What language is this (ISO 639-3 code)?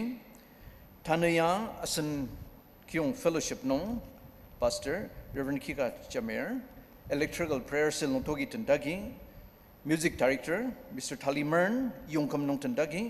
njo